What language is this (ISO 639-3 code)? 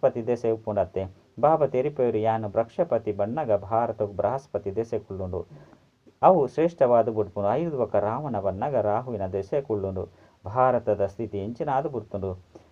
tcy